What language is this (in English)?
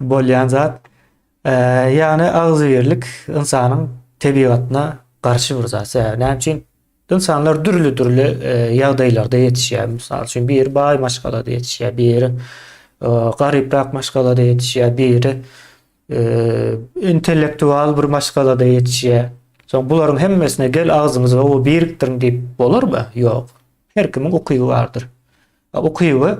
Turkmen